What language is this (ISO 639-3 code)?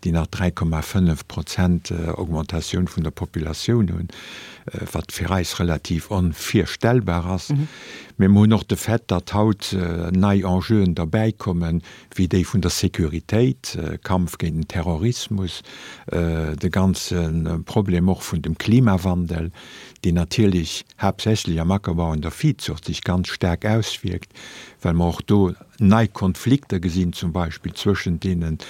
ltz